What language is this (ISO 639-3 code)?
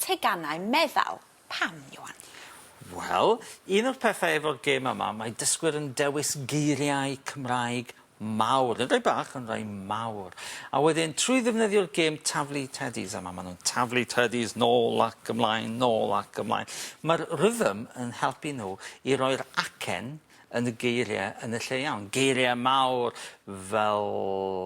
cym